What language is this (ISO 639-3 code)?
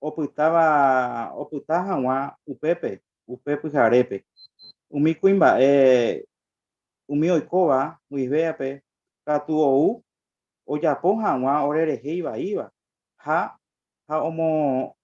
grn